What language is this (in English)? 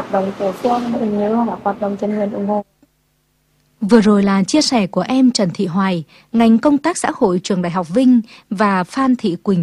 Vietnamese